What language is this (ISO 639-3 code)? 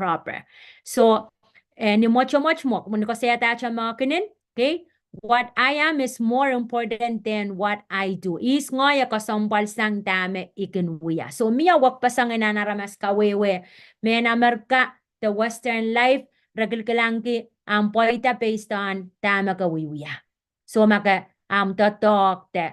pon